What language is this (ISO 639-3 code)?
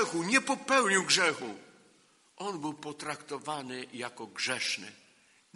pol